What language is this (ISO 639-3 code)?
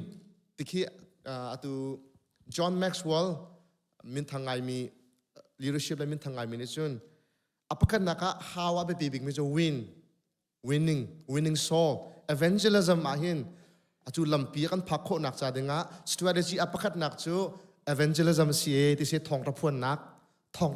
cnh